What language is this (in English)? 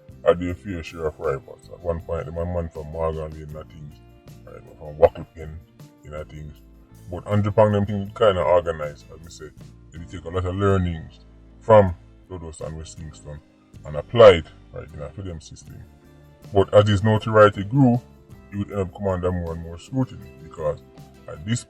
Jamaican Creole English